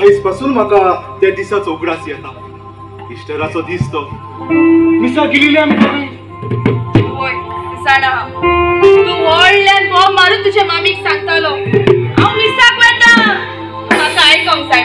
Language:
Konkani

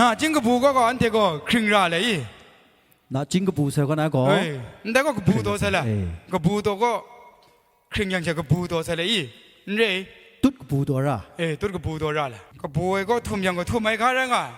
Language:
Kachin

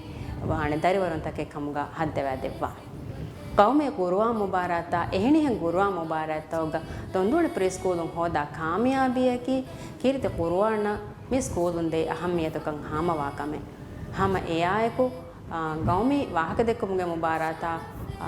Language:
Divehi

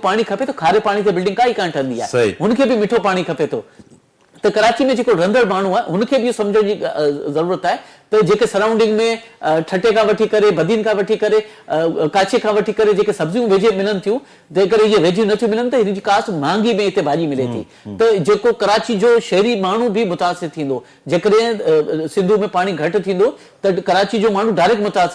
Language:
Sindhi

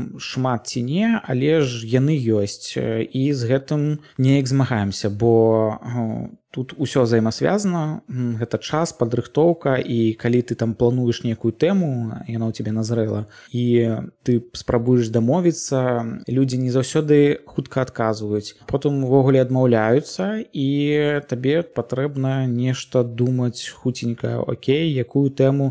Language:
Belarusian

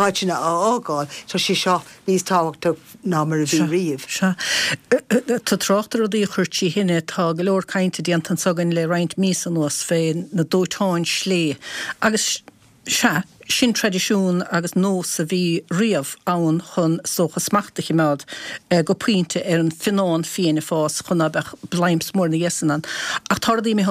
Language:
Irish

